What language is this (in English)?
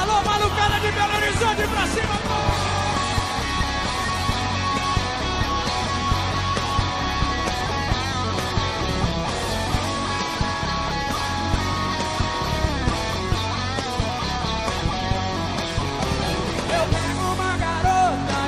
Portuguese